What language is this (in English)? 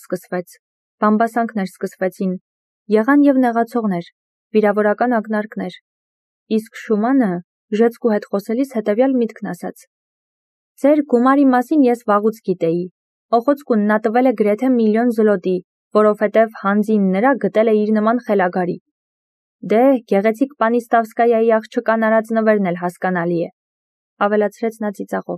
Armenian